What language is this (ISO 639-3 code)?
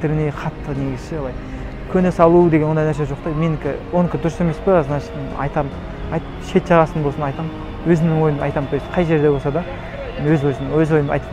kaz